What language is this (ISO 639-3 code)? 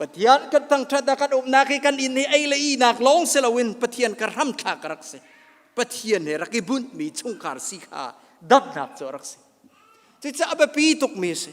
cnh